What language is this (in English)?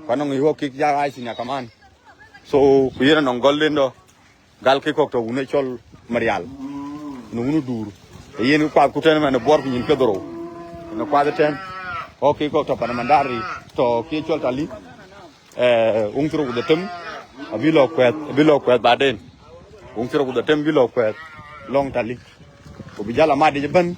Dinka